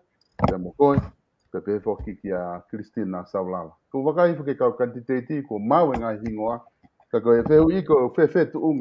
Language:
Tongan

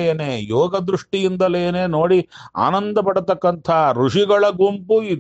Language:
Kannada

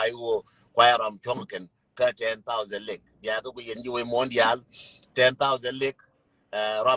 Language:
Nuer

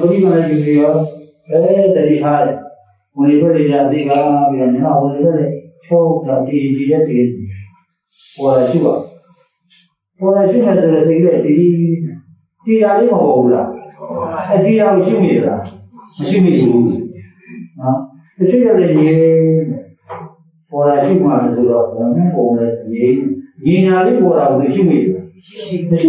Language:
Burmese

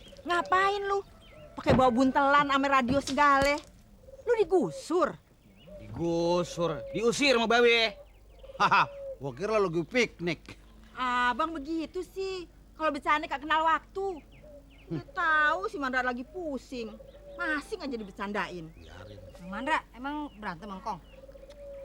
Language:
Betawi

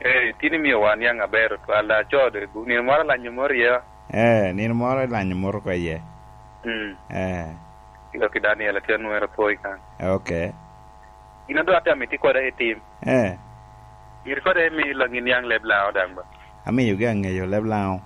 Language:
Lango (Uganda)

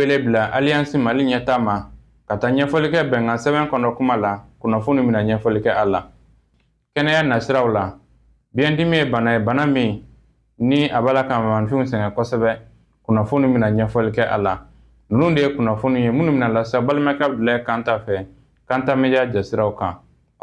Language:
Bambara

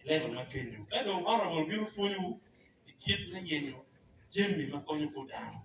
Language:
Acoli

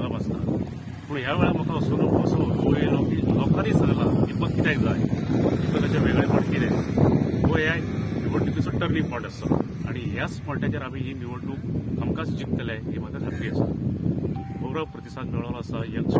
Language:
Konkani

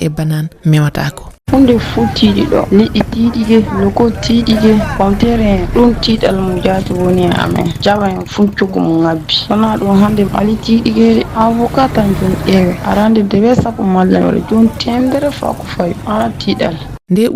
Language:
Fula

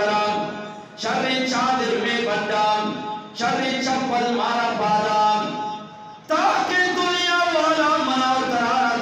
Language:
Eastern Balochi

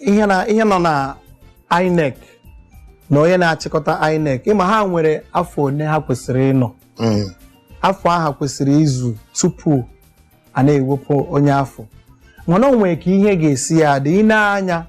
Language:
Igbo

